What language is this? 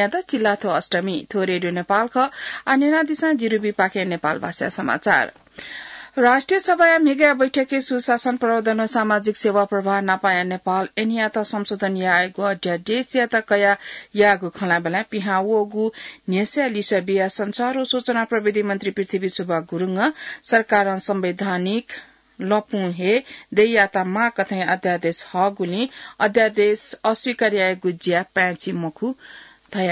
Newari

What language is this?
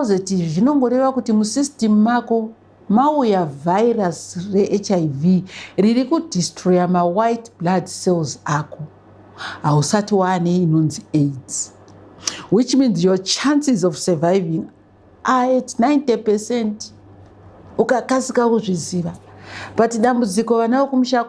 Shona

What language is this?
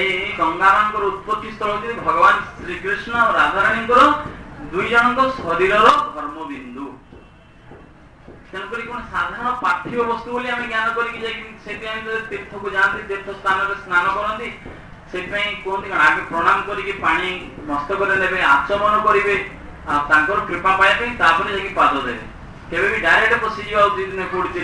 Odia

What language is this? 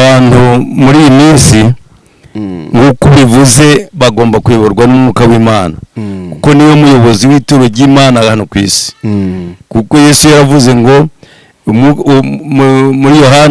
Kinyarwanda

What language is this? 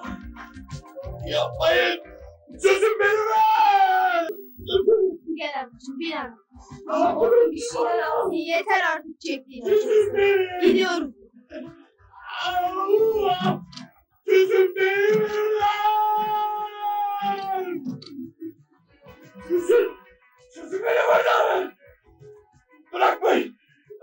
Turkish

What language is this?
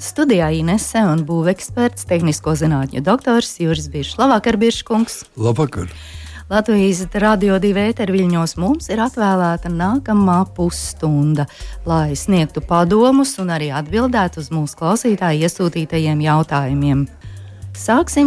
Latvian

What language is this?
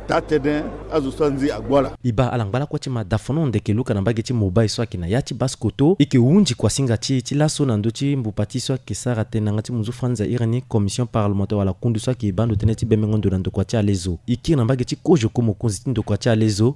Sango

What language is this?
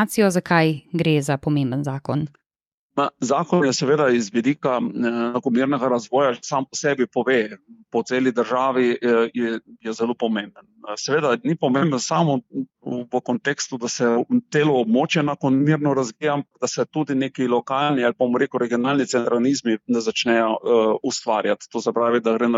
Slovenian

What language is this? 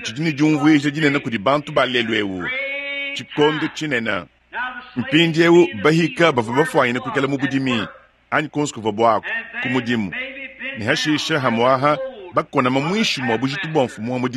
Luba-Lulua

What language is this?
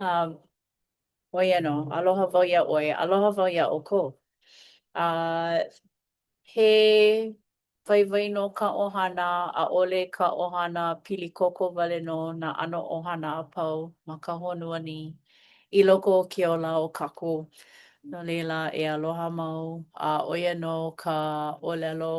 Hawaiian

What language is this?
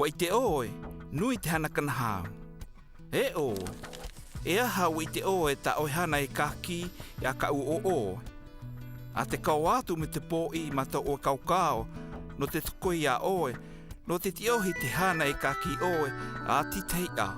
South Marquesan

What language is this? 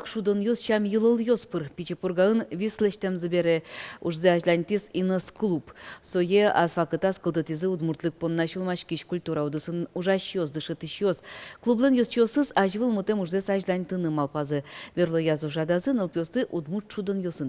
Udmurt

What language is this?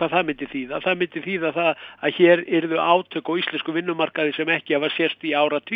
Icelandic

